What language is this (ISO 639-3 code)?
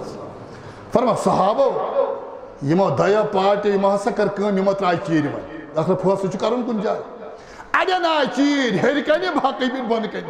kas